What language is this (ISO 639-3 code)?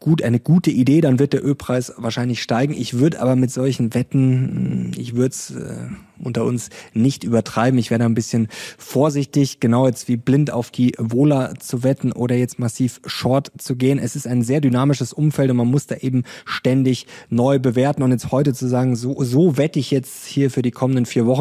deu